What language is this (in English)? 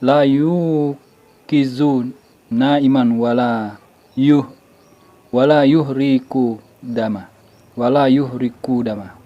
Buginese